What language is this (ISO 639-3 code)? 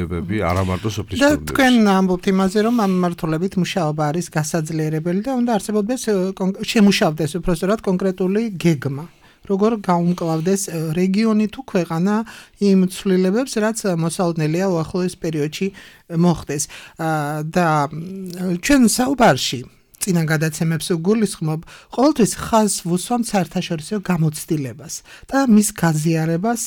kat